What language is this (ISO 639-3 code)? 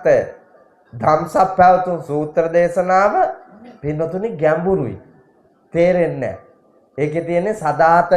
sin